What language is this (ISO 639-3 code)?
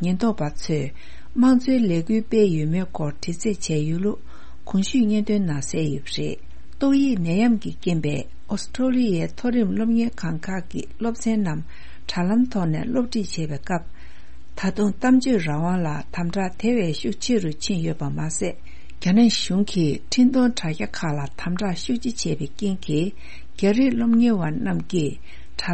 bod